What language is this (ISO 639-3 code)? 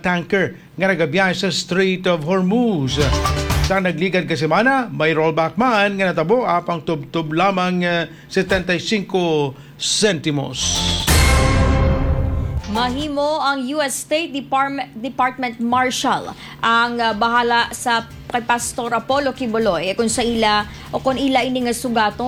hil